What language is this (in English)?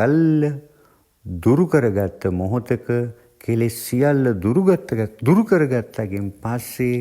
Sinhala